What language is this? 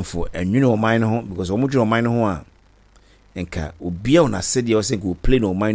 Akan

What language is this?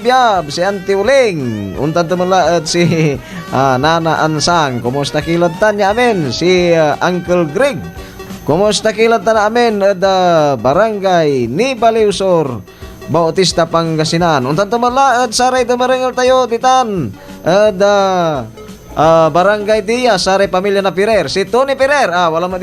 Pangasinan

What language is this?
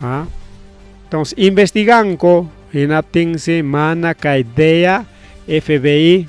Ayacucho Quechua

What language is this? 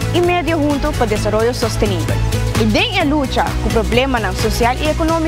Papiamento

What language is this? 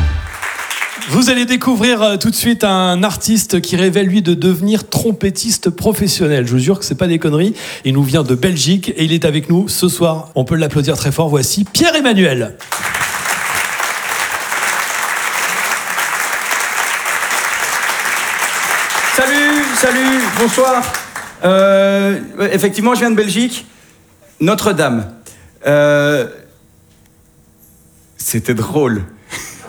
French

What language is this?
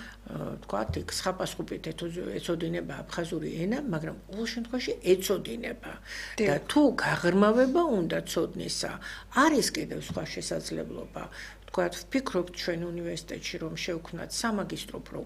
Georgian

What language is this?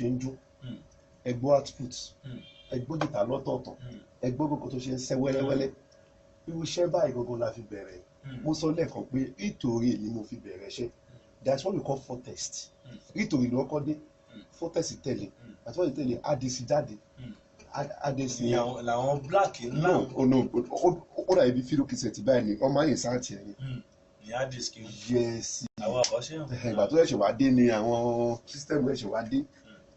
Yoruba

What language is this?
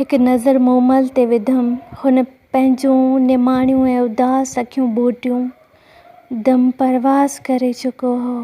Sindhi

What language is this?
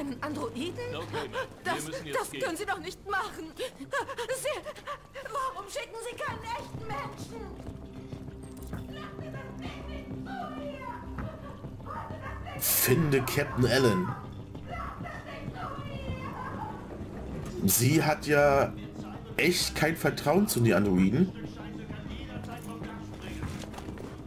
German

